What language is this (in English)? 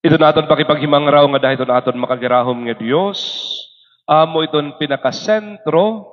Waray